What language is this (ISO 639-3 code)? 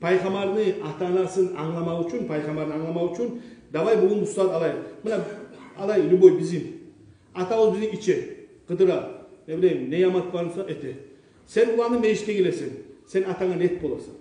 kum